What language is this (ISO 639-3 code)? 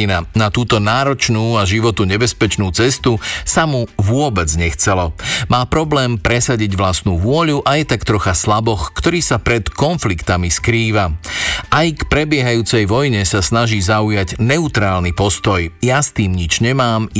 slk